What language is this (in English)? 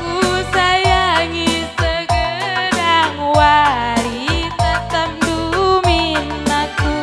Batak Karo